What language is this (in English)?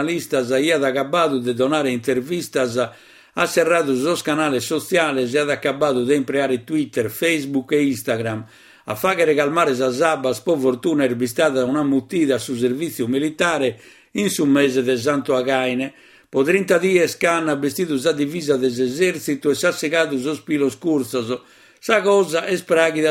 Sardinian